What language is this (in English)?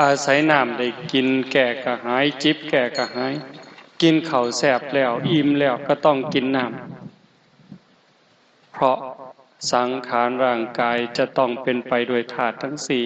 Northeastern Thai